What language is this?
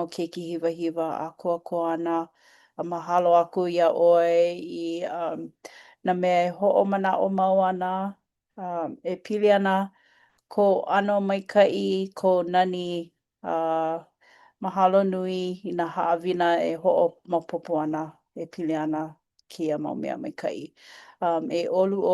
Hawaiian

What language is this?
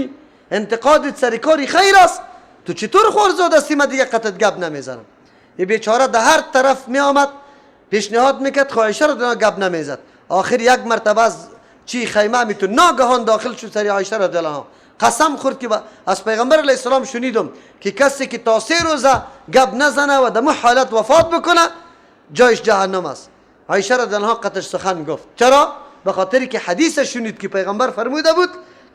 Persian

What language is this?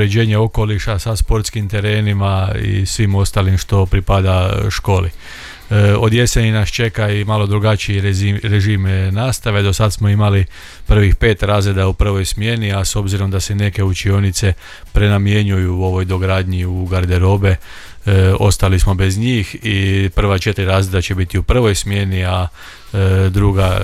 Croatian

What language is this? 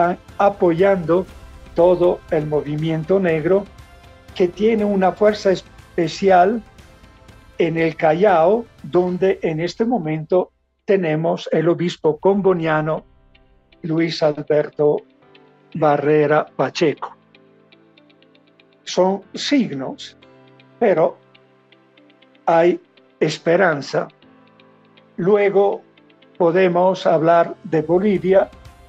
Spanish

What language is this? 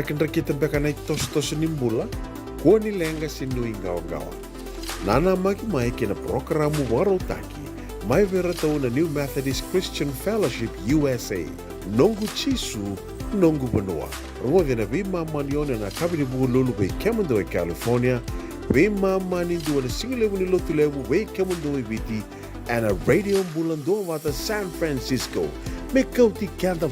Fijian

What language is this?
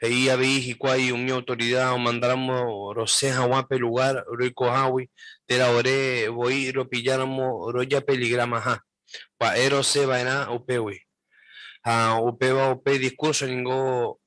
Guarani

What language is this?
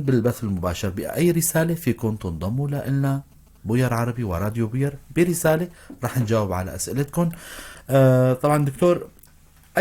North Levantine Arabic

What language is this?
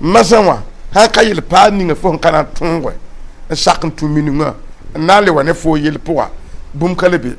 Mossi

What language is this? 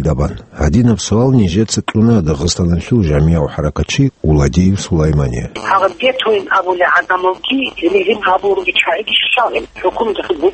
Avaric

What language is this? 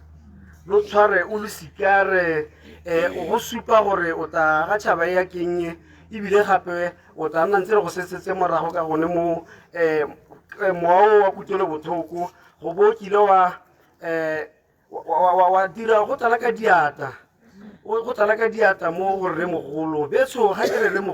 Tswana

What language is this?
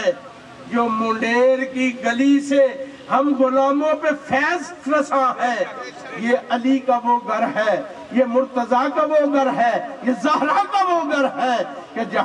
Urdu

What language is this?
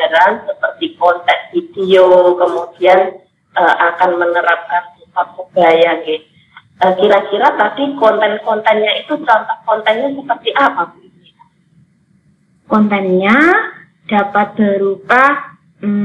Indonesian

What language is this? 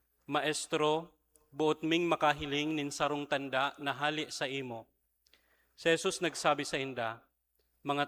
Bikol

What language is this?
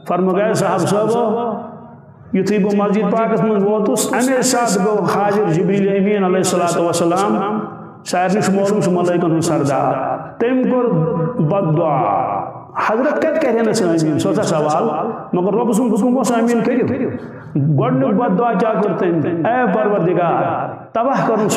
Kashmiri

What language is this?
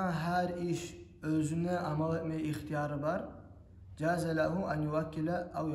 Kumyk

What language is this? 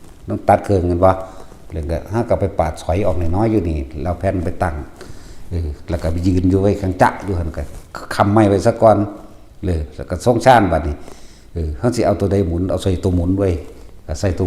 Northeastern Thai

